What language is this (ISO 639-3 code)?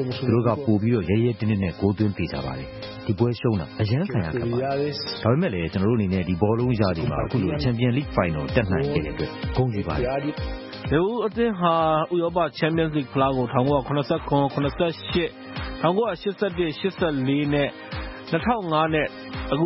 mya